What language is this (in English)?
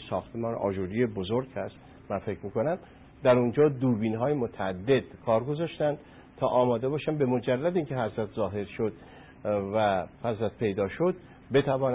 Persian